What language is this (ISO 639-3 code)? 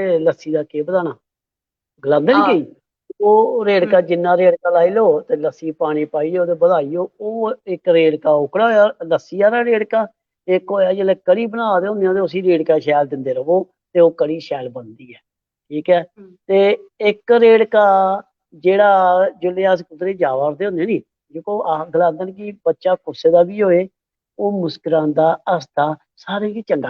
doi